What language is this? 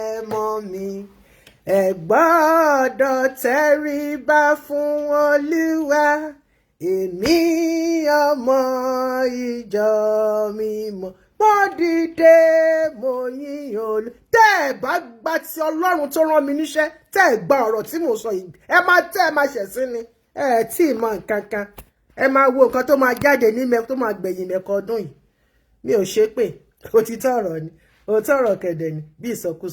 Yoruba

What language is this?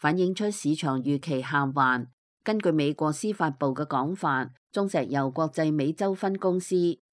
Cantonese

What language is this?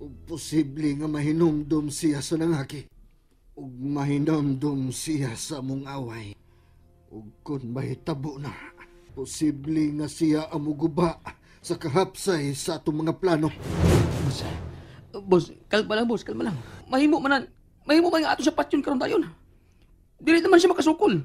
Cebuano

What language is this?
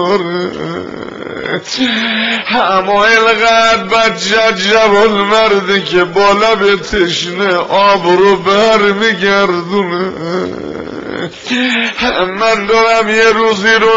Persian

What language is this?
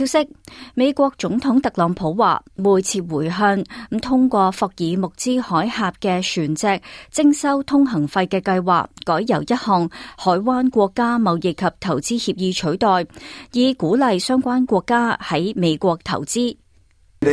Cantonese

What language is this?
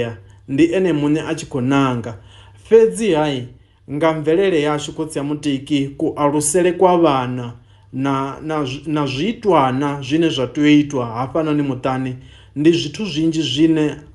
Venda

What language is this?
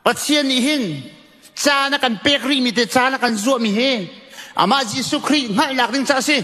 Hakha Chin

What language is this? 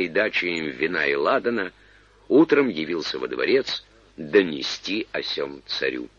Russian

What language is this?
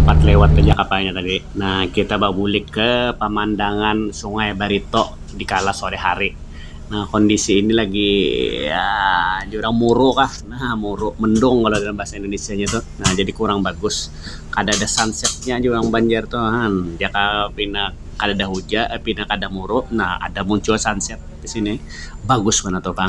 Banjar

